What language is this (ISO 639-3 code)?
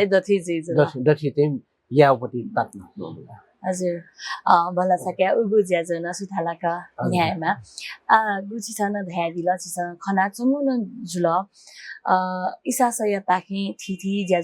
new